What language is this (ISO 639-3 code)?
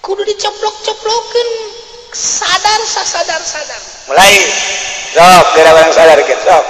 sun